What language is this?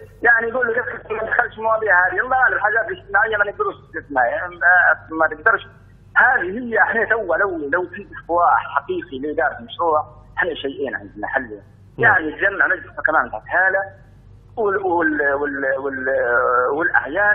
Libyan Arabic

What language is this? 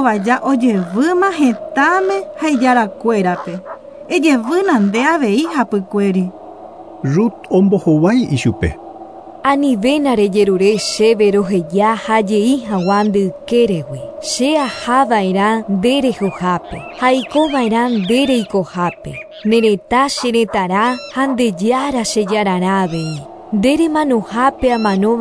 Guarani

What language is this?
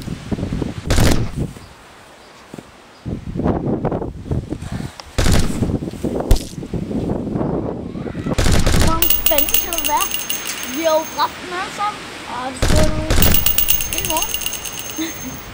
Danish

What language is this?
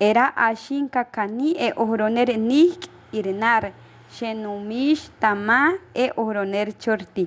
Chortí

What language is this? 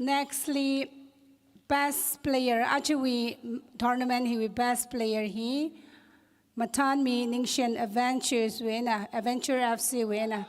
Tangkhul Naga (India)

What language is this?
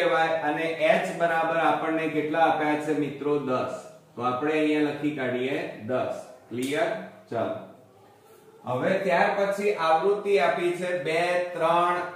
Gujarati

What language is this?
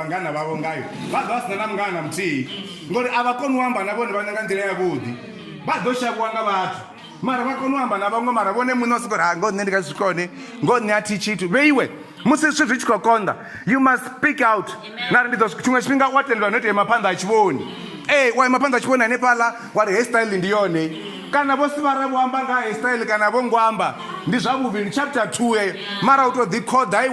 Venda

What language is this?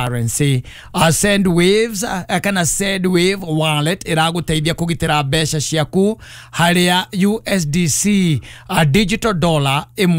Kikuyu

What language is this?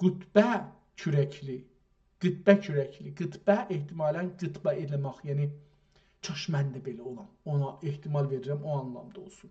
South Azerbaijani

